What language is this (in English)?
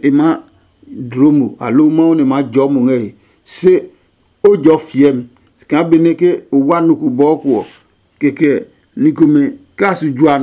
Adangme